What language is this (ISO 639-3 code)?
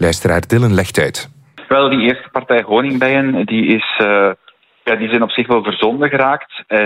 nld